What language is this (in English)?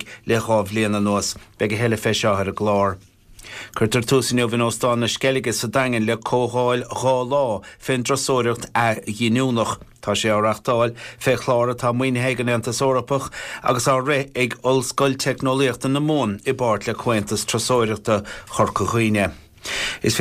Irish